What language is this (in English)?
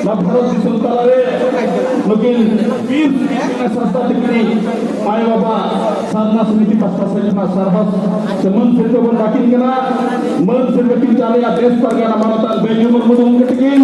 Santali